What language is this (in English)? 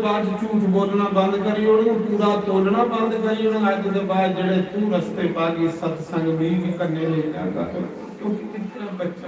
Dogri